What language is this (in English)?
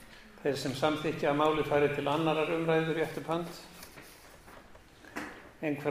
Icelandic